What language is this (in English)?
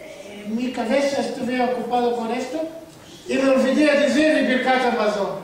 Ladino